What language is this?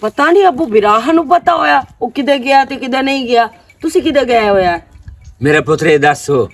Western Panjabi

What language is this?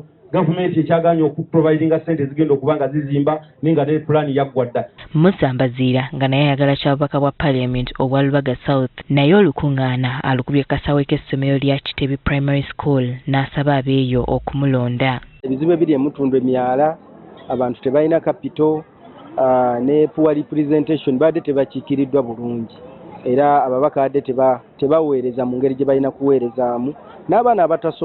Ganda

